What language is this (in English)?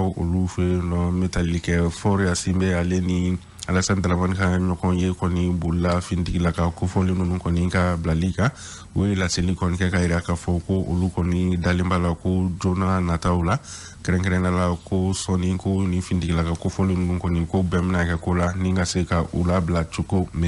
Bambara